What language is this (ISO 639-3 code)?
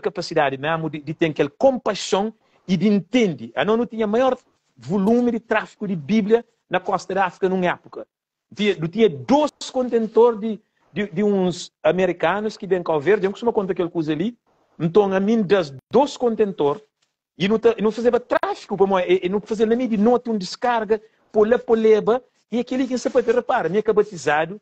kea